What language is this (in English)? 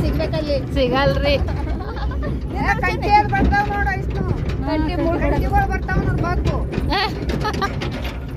Kannada